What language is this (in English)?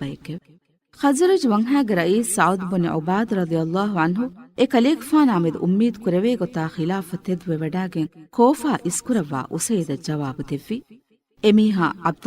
Divehi